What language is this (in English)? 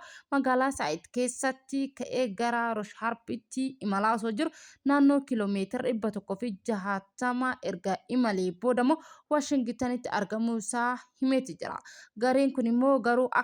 Oromo